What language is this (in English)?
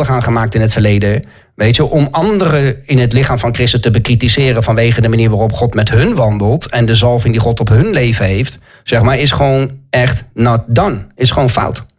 Dutch